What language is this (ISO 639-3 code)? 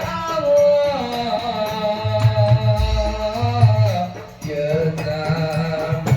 mad